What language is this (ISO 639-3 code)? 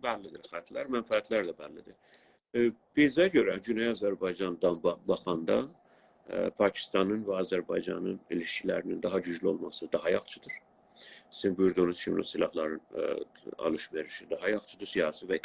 azb